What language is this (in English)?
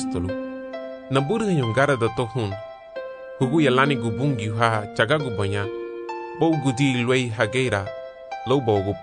Garifuna